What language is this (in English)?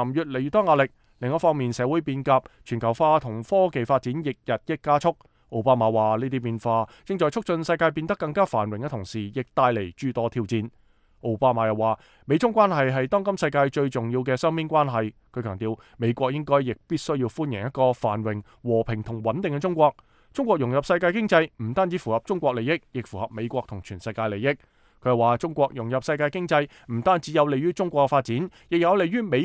Cantonese